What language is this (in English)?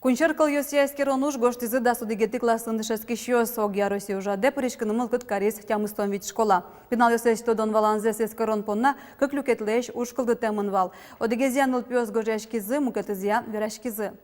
Udmurt